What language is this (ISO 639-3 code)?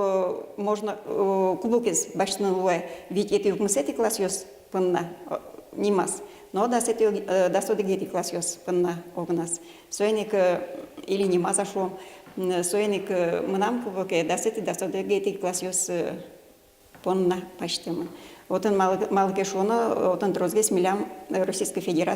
udm